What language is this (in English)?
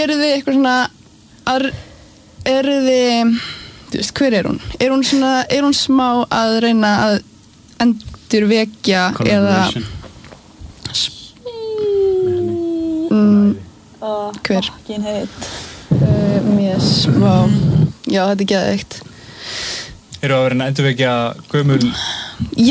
Icelandic